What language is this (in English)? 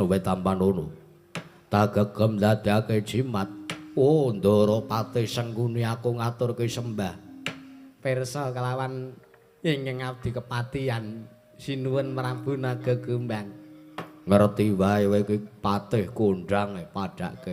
Javanese